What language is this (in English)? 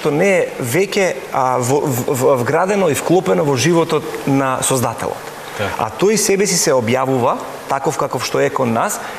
Macedonian